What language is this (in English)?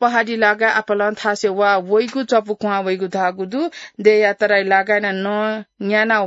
Newari